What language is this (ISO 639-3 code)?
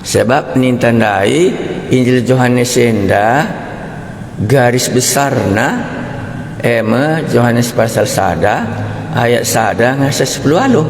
btx